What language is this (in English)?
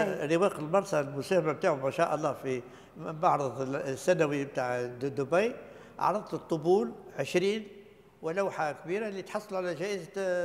Tunisian Arabic